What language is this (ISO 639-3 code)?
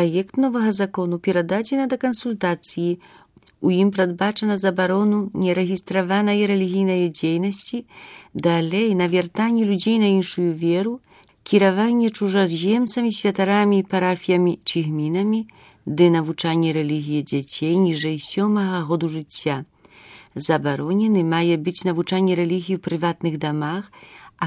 bel